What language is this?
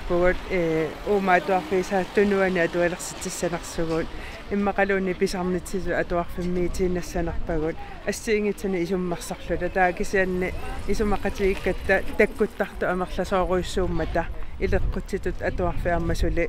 Kalaallisut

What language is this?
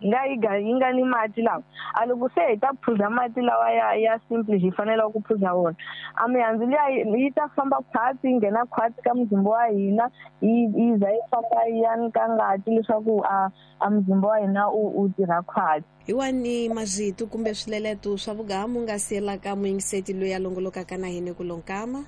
Tsonga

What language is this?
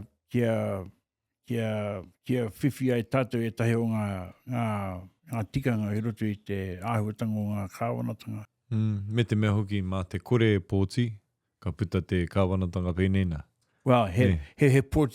Māori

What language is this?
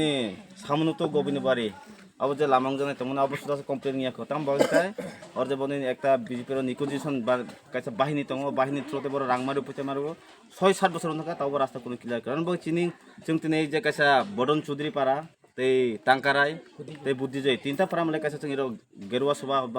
Kok Borok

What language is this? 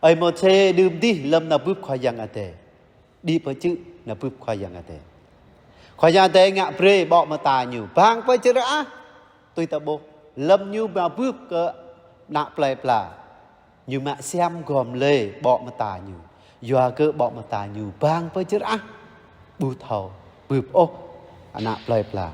Jarai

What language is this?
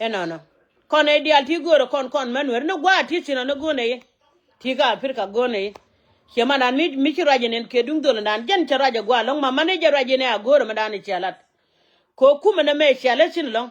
Nuer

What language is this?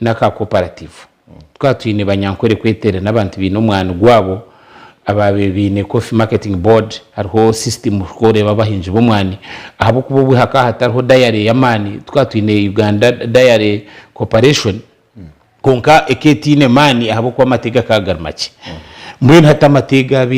Nyankole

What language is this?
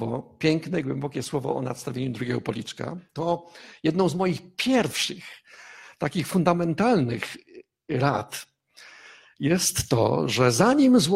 Polish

